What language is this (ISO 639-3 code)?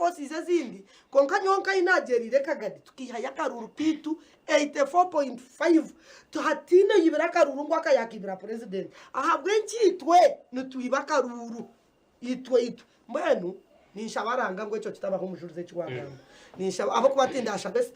nyn